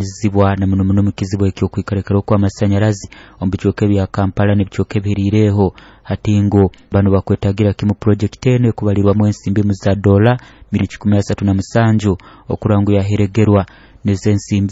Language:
Nyoro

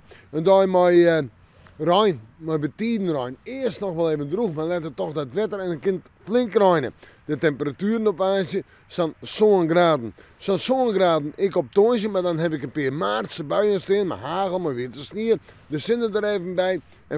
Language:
Western Frisian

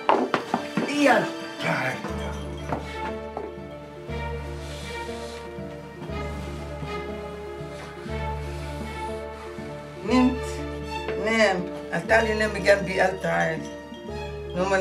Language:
Egyptian Arabic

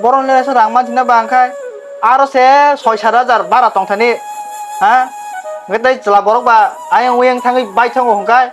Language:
Kok Borok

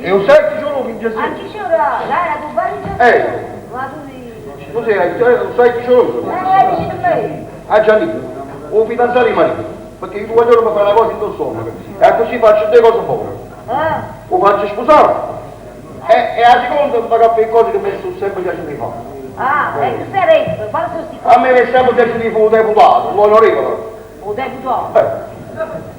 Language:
Neapolitan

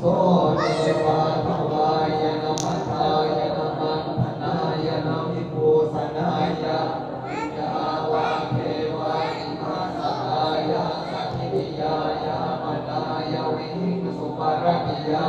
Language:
Pali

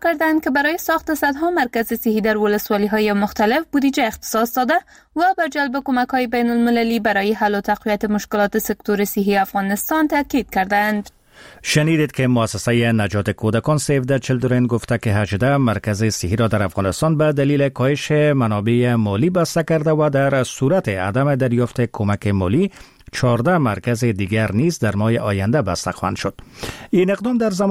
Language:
Persian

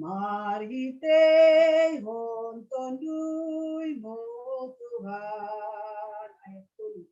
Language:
Batak Simalungun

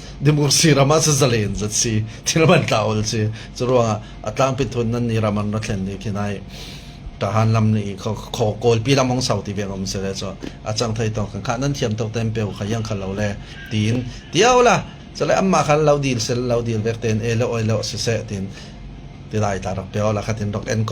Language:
Falam Chin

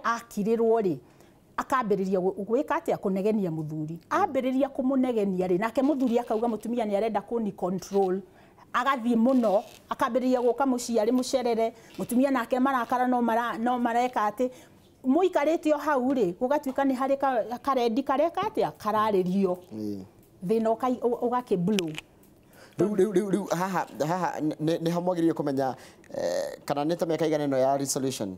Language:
Kikuyu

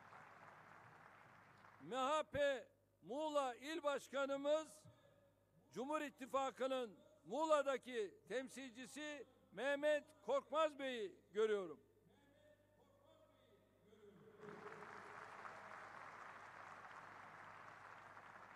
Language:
Turkish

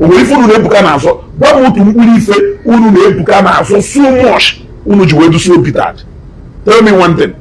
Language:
Igbo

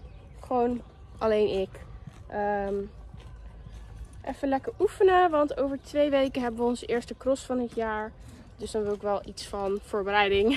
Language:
Dutch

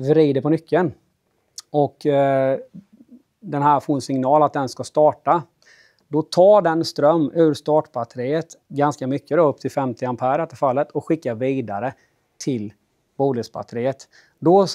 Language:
Swedish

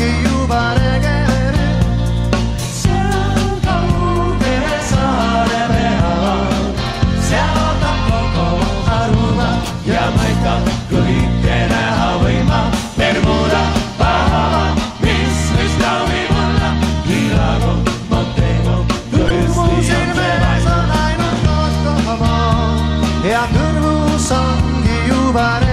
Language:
Estonian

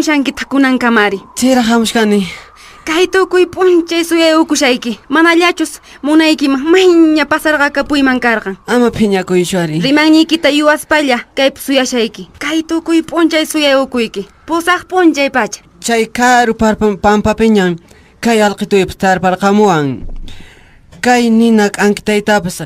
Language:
Quechua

